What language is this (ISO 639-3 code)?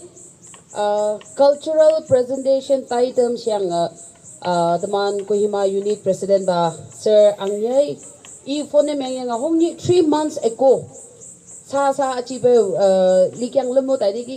nag